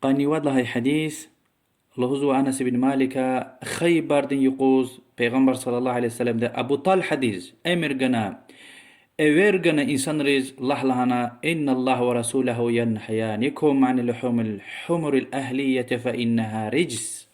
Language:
Lezghian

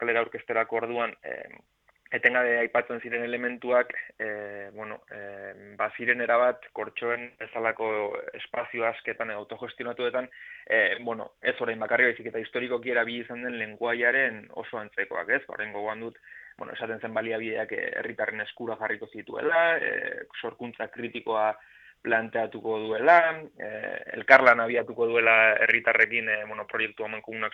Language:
Basque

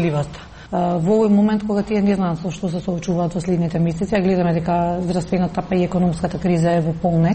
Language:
Macedonian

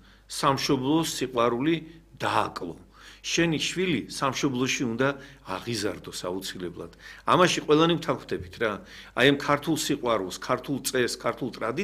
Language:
Georgian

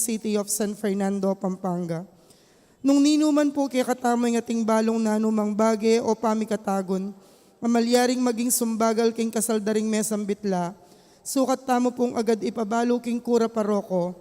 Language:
Pampanga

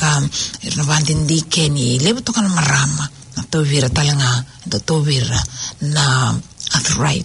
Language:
Fijian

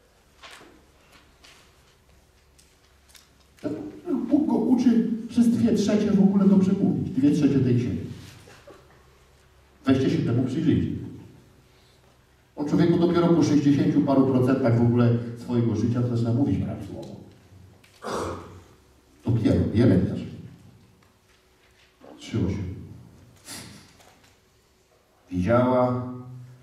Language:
Polish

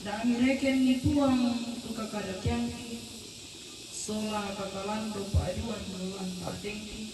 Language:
Toraja-Sa'dan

